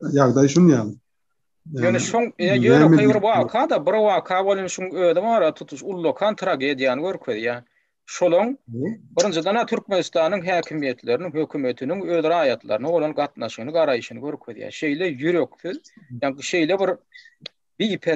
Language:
Turkmen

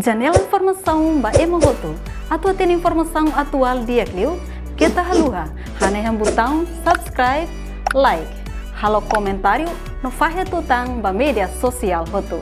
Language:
Tetum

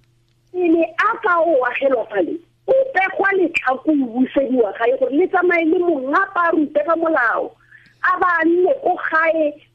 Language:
Tswana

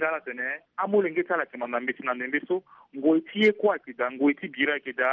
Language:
Sango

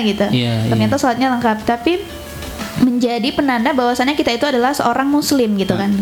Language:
Indonesian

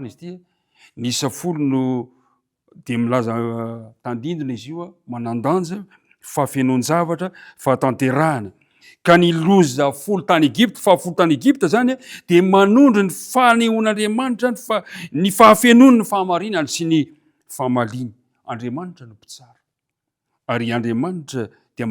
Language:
Malagasy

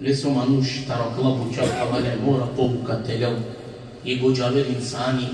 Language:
Balkan Romani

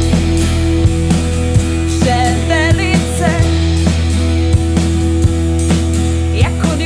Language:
Czech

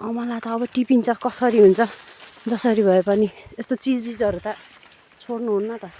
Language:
Nepali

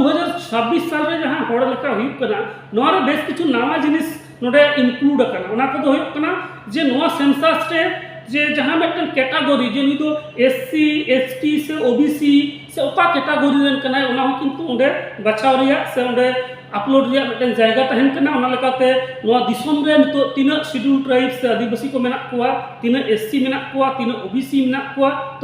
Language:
Santali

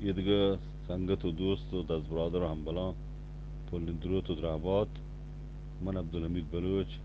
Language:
Eastern Balochi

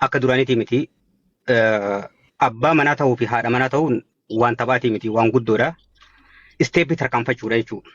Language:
Oromo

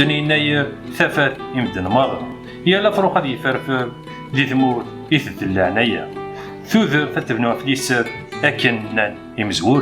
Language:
Kabyle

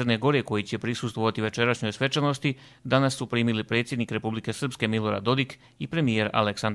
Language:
Croatian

